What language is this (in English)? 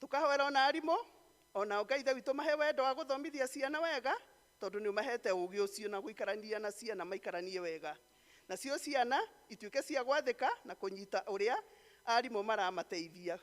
Kikuyu